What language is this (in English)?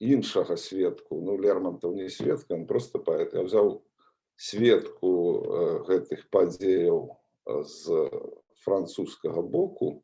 Belarusian